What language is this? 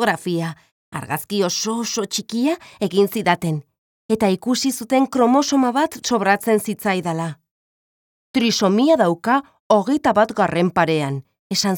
Basque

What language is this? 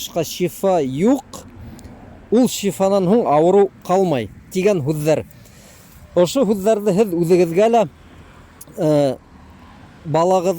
Bashkir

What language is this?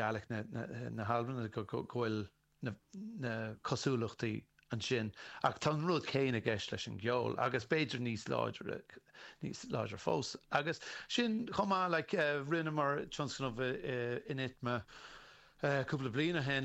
Irish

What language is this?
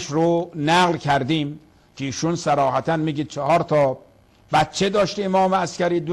Persian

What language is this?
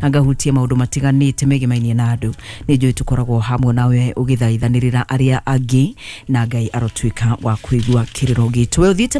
Kikuyu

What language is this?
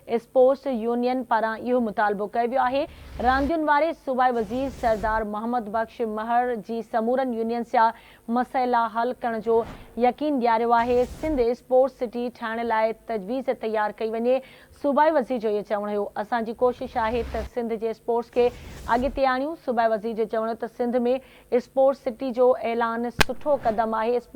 Sindhi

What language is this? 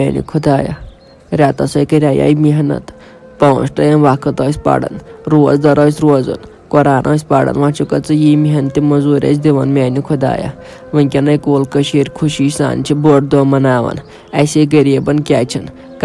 Kashmiri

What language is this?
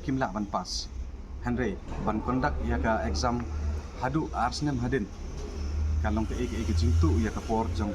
Khasi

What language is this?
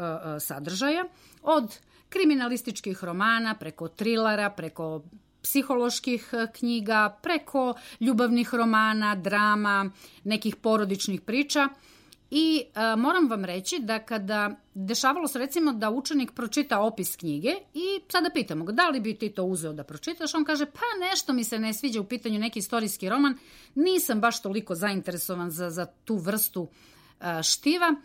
Serbian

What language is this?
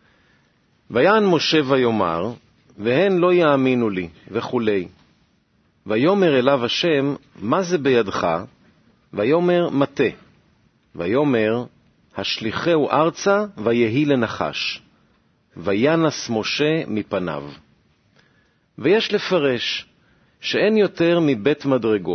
Hebrew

